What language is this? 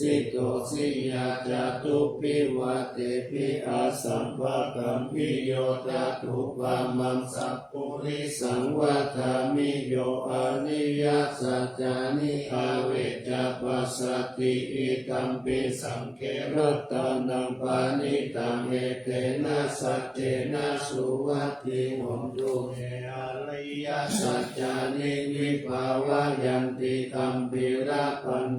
Pali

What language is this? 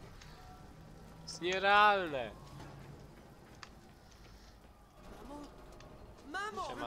Polish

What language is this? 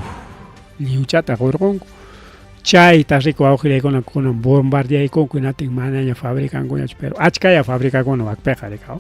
Ayacucho Quechua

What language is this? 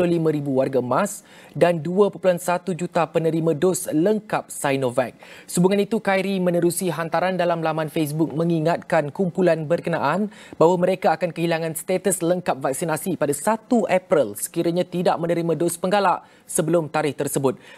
Malay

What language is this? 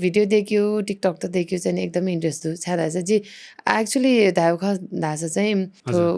Newari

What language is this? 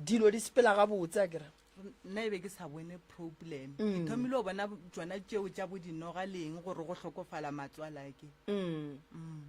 Northern Sotho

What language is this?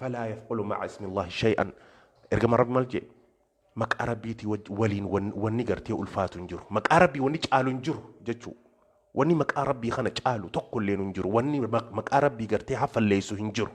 Oromo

